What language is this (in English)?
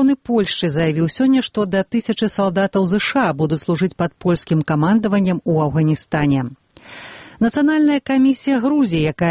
Belarusian